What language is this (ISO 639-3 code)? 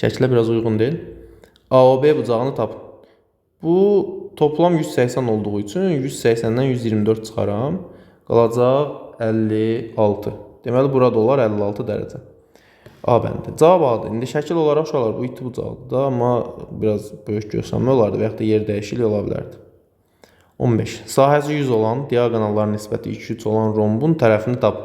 aze